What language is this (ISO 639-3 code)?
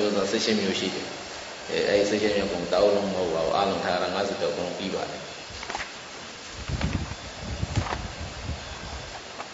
mya